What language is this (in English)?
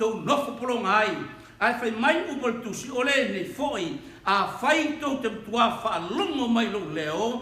Samoan